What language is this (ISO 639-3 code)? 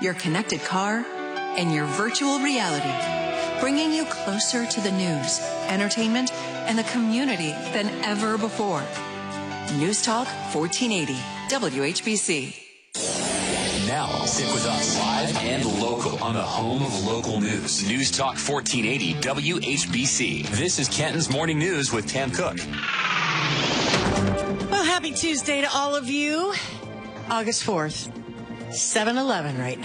eng